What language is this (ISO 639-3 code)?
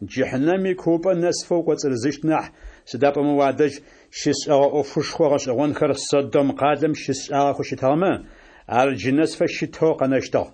ady